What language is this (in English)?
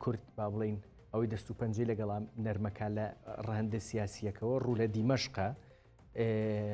Central Kurdish